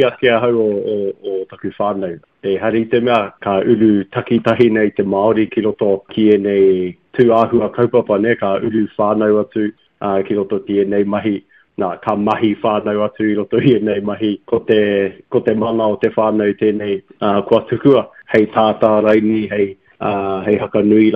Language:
Māori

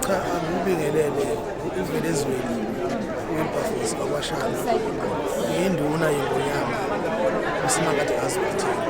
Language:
Zulu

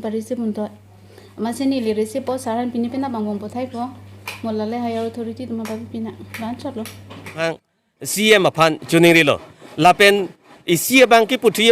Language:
Karbi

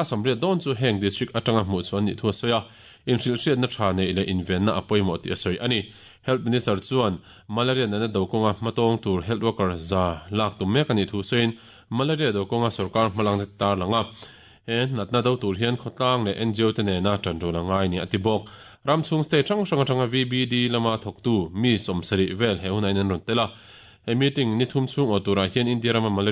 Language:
Mizo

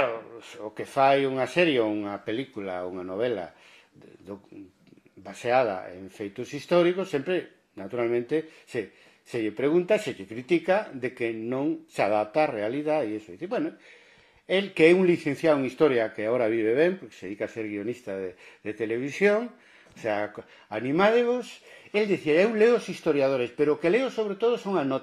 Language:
Galician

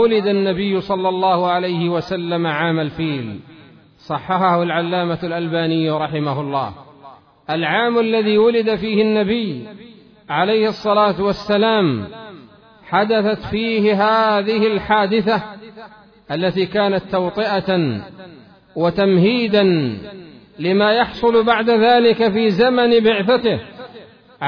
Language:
Arabic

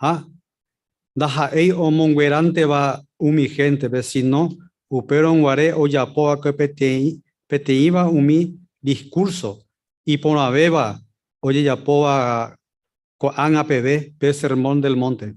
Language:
Guarani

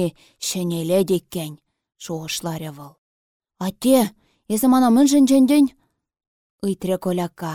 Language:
Chuvash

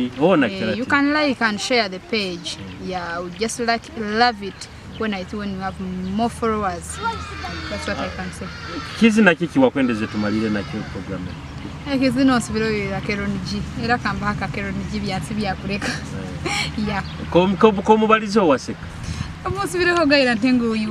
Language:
Nyoro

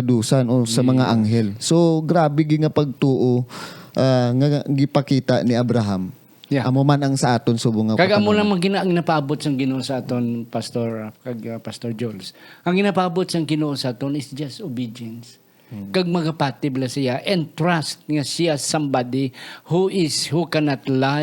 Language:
Hiligaynon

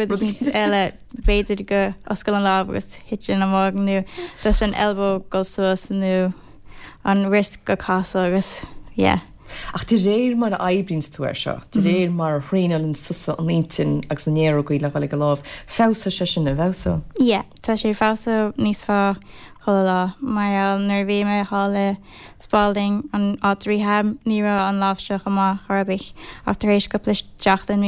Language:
Irish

